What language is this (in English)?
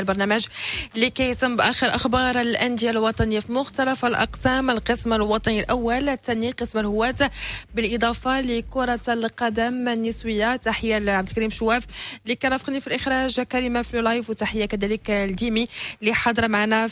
Moroccan Arabic